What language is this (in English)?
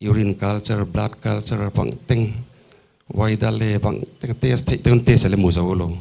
Paite Chin